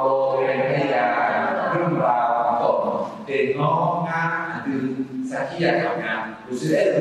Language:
Akha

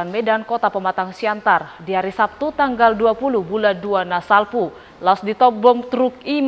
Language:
Batak Toba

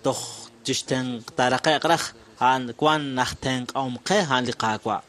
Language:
Kekchí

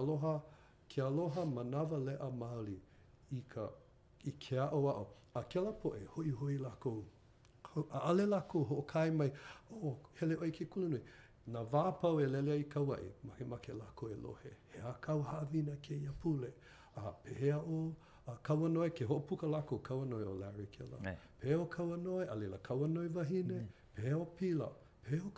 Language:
Hawaiian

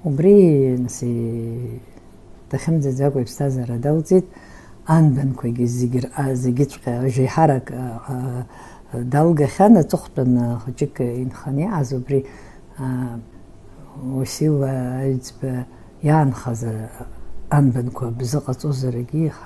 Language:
Abkhazian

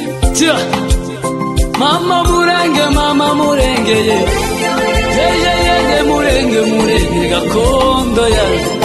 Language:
Kinyarwanda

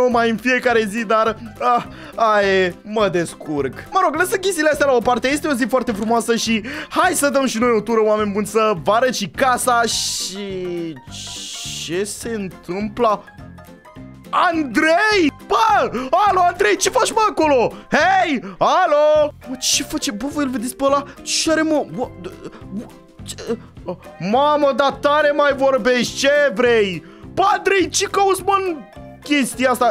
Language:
Romanian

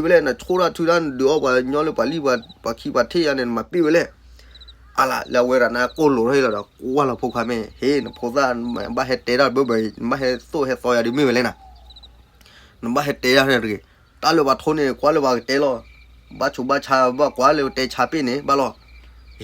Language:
S'gaw Karen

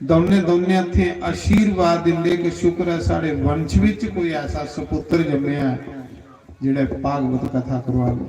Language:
Dogri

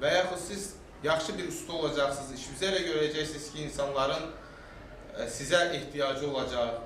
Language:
Azerbaijani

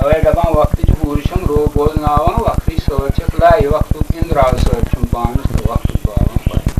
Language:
Kashmiri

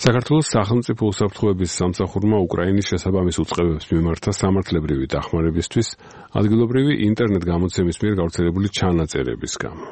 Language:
Georgian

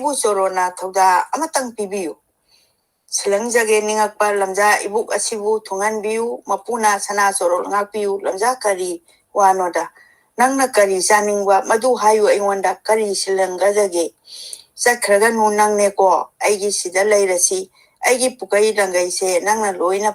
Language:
Manipuri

